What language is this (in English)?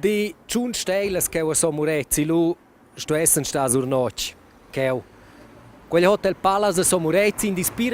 Romansh